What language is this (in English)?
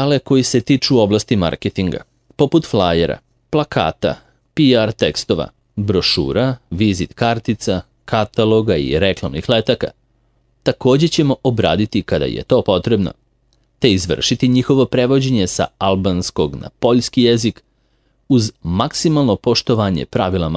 Serbian